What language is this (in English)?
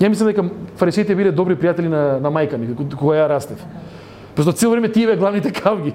Macedonian